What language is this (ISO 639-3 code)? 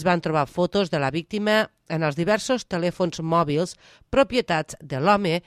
cat